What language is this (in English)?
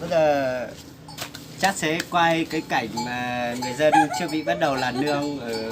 Hmong